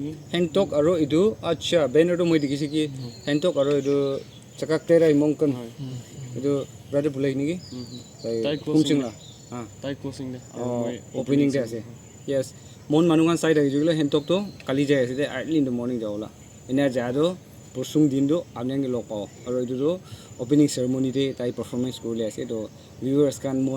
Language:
Naga Pidgin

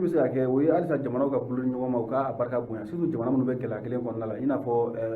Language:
Bambara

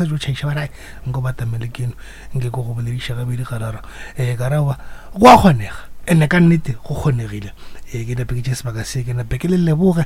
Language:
Northern Sotho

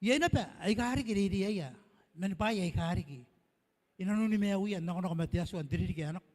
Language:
Gilbertese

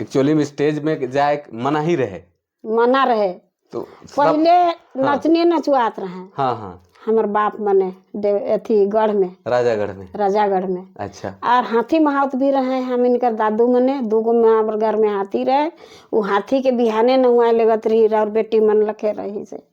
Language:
Sadri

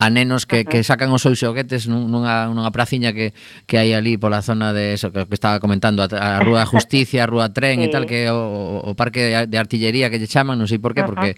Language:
Galician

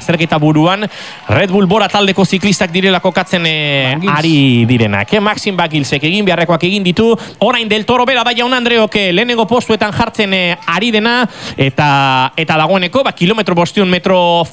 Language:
Basque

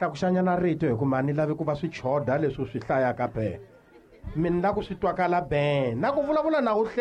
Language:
Tsonga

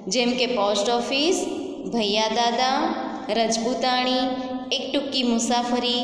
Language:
Gujarati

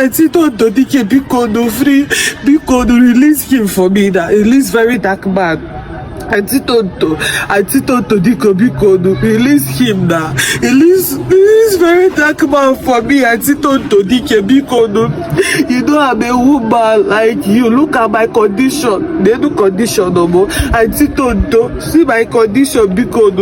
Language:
Nigerian Pidgin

